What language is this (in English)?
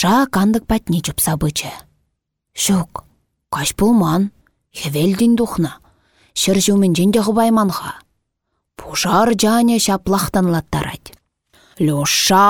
Chuvash